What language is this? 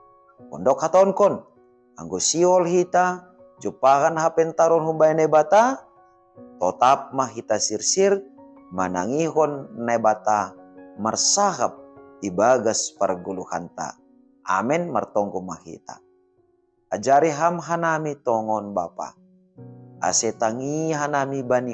Batak Simalungun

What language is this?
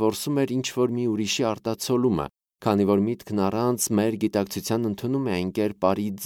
Armenian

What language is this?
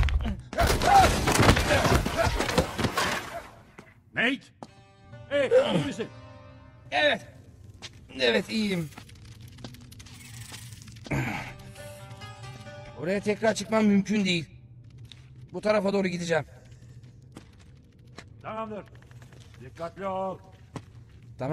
Turkish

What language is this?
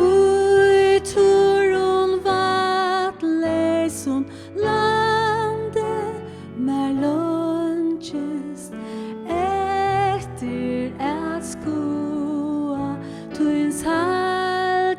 Faroese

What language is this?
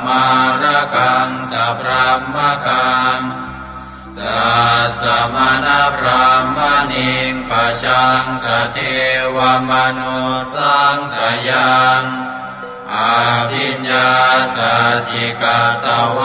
Pali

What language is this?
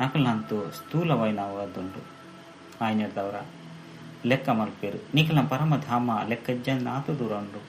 Tulu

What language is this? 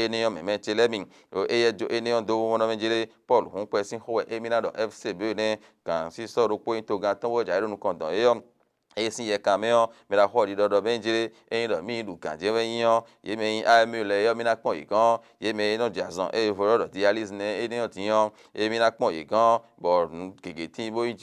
Fon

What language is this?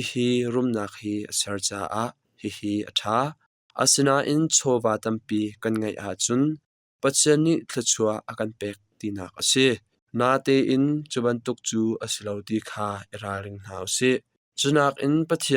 Hakha Chin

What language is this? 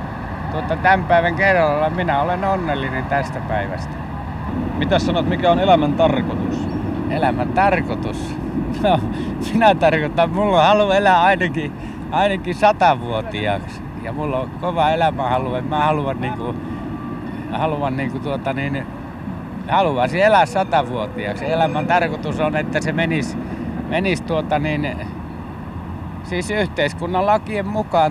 Finnish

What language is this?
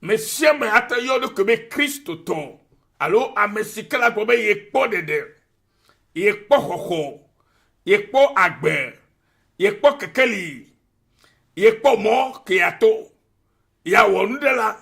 Ewe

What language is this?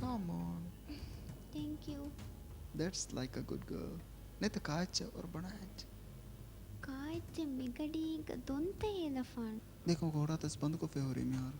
Divehi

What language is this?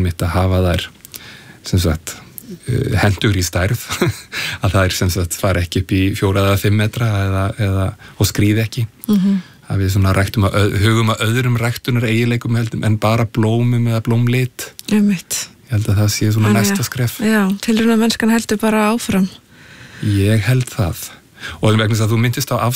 Icelandic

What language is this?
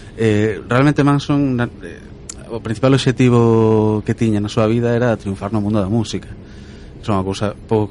Galician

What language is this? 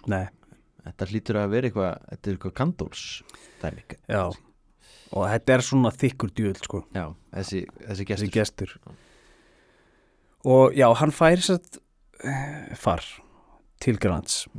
Icelandic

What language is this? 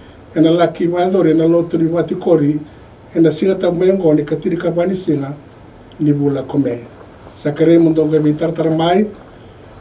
Fijian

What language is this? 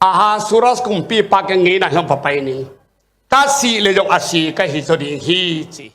Tedim Chin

